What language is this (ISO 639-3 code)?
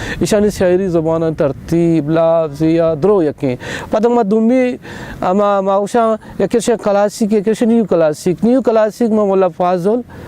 bal